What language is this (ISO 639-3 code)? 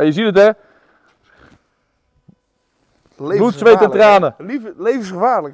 nld